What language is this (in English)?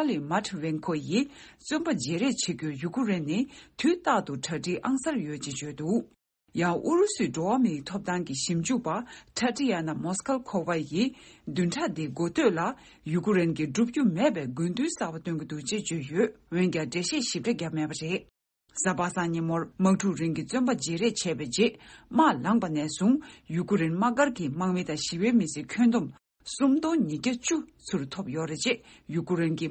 Tibetan